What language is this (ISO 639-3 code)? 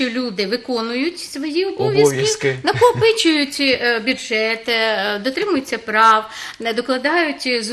ukr